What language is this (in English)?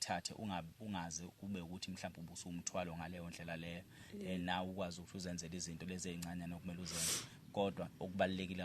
Zulu